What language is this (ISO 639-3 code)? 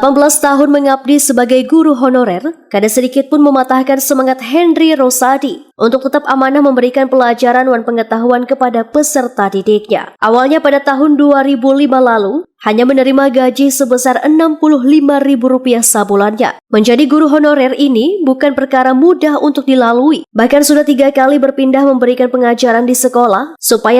bjn